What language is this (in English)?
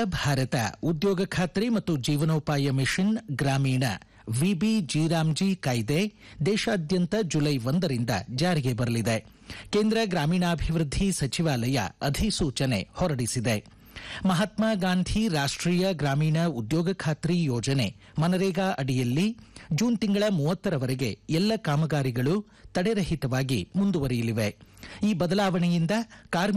Kannada